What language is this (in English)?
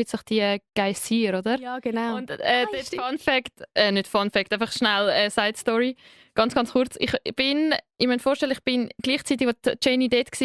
Swiss German